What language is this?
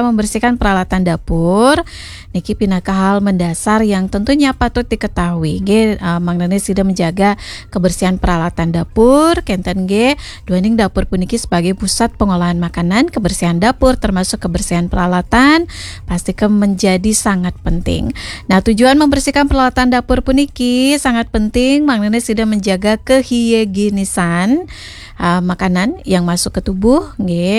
Balinese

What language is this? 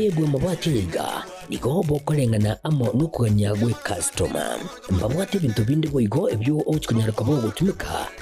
Gusii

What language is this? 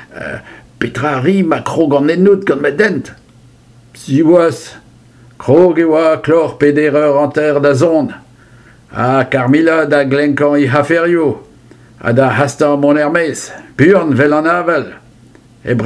Breton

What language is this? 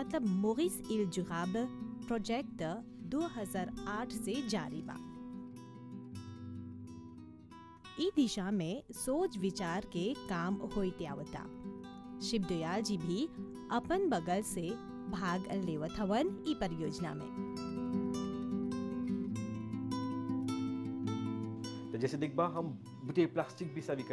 Bhojpuri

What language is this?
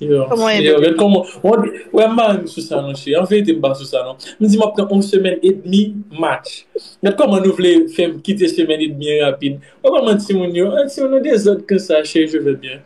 Haitian Creole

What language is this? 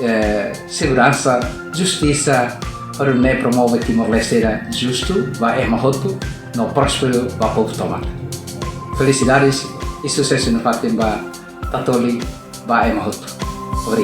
Tetum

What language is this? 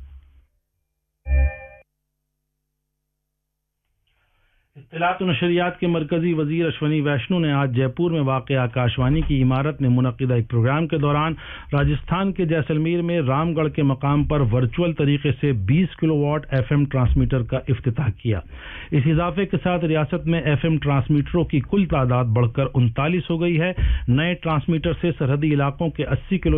Urdu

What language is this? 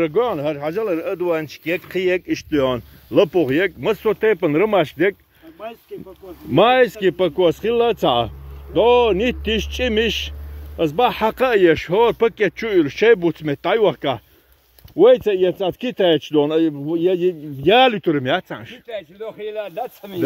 Chechen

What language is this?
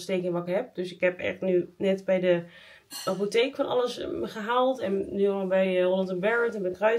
Dutch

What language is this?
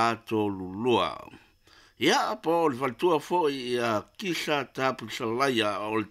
Samoan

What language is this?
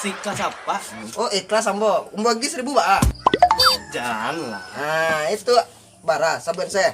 Minangkabau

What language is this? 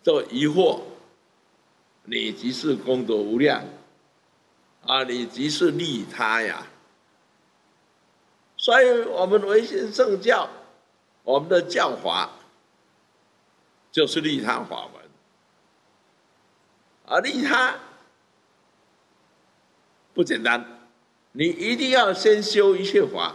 Chinese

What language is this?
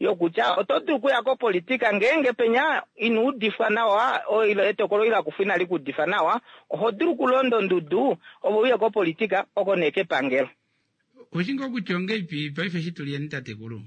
Kuanyama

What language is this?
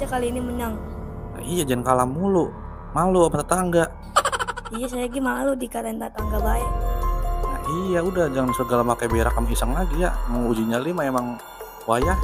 Betawi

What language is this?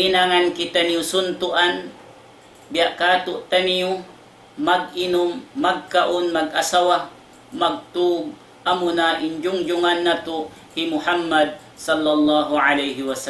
Tausug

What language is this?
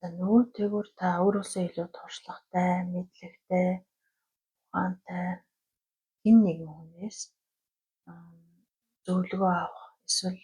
Mongolian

